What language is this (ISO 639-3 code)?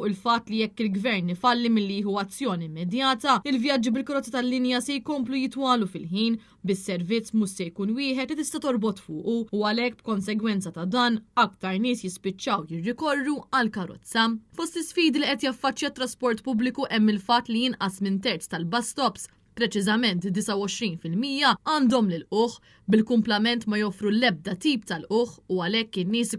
mlt